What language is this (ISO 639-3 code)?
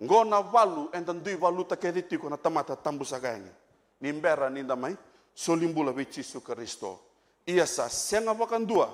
fij